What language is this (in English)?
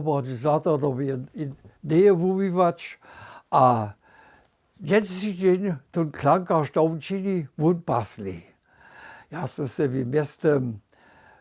Upper Sorbian